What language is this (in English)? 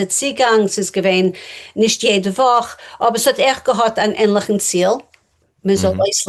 Yiddish